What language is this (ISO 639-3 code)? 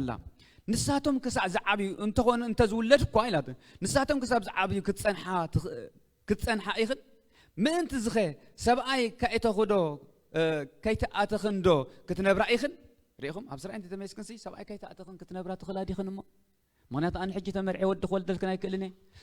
tir